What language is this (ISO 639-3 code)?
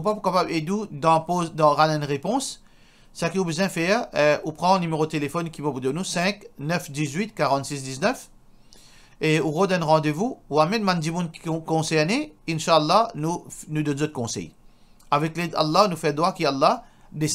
mfe